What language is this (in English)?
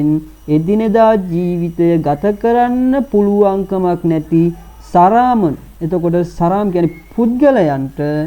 Sinhala